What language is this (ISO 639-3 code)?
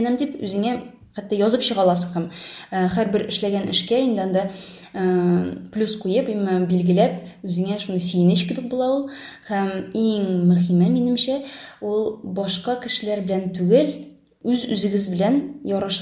tat